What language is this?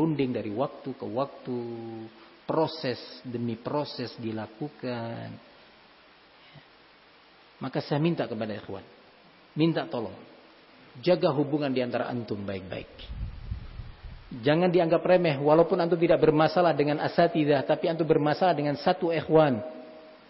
Indonesian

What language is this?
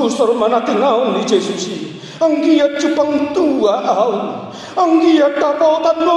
Batak Toba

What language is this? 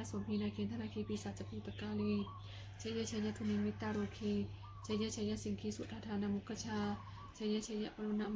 Pali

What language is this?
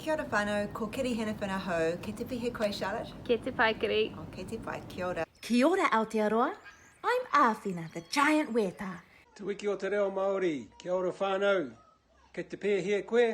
Māori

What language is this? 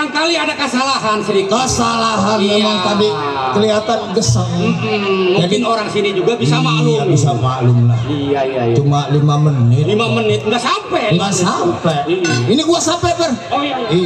Betawi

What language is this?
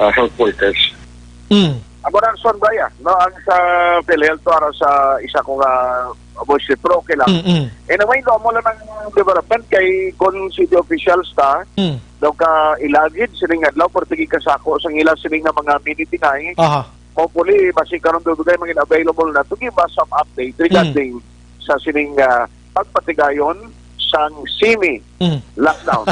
Hiligaynon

